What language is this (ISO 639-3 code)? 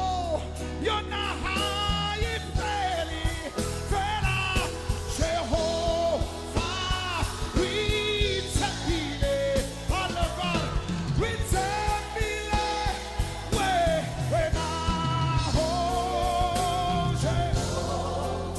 tsn